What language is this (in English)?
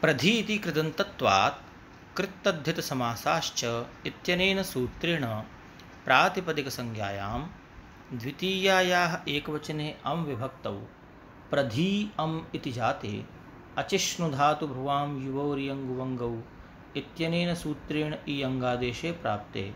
Sanskrit